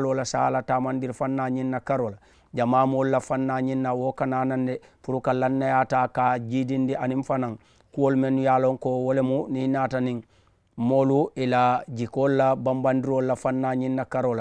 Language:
Mandingo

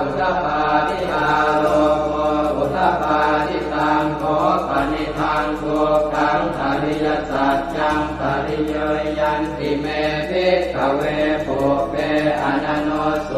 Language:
Pali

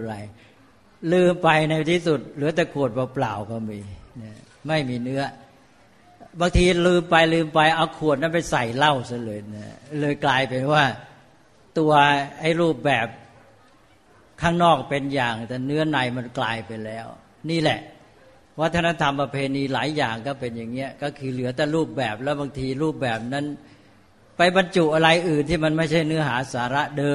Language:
Thai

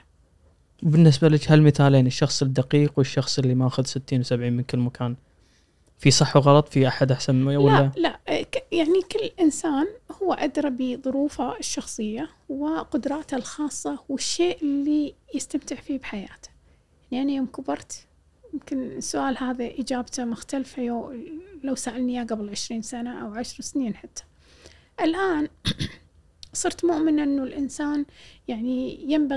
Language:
Gulf Arabic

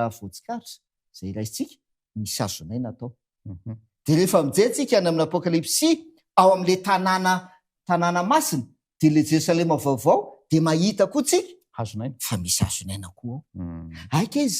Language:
Malagasy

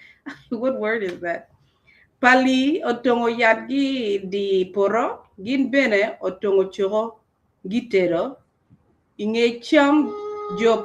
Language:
Acoli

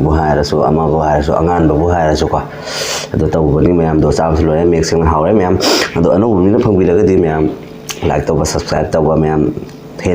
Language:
Manipuri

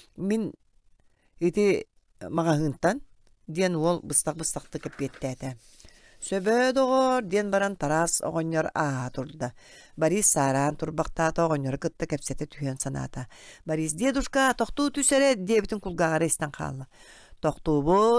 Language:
Yakut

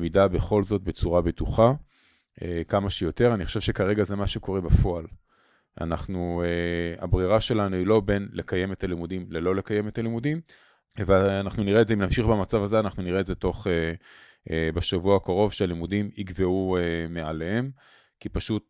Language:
Hebrew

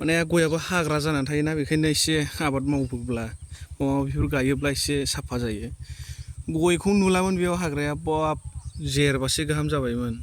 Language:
Bodo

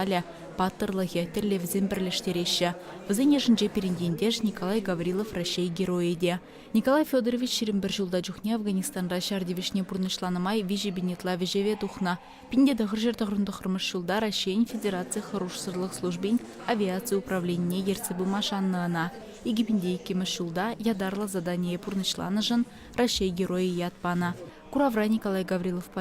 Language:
Chuvash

